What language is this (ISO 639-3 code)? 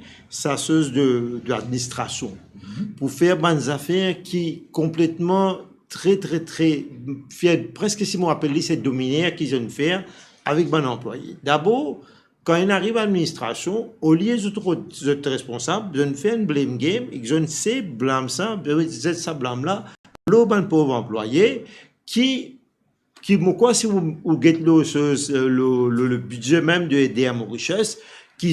mfe